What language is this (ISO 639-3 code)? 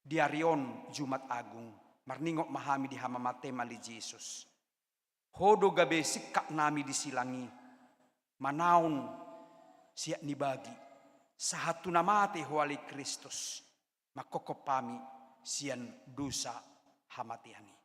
bbc